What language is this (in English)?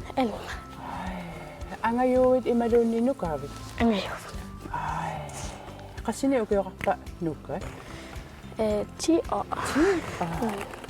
Kalaallisut